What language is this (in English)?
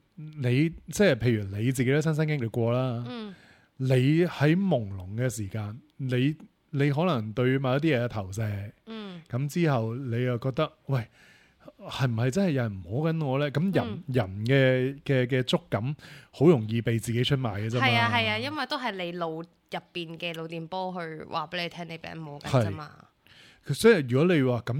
Cantonese